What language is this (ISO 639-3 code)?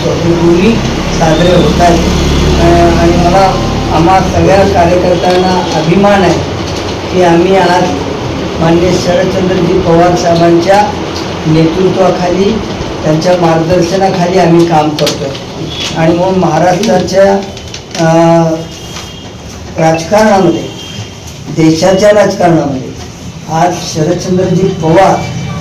mar